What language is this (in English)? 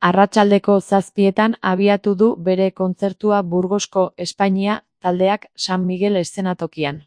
Basque